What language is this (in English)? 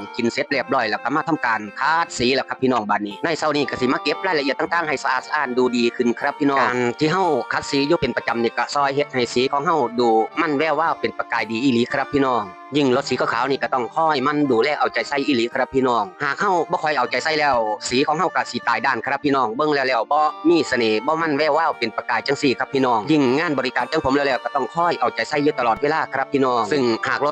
Northeastern Thai